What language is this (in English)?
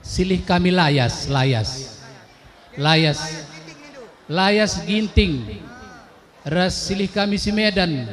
Batak Karo